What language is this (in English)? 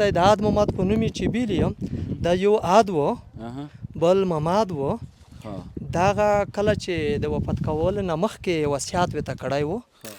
Pashto